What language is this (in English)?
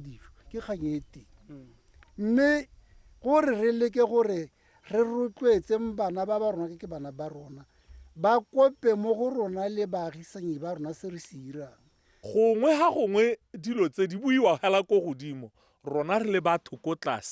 Tswana